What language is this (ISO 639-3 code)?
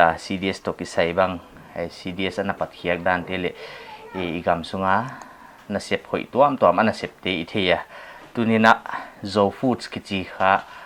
pck